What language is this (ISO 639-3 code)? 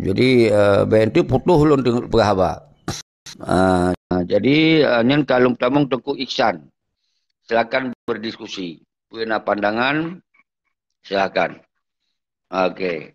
ace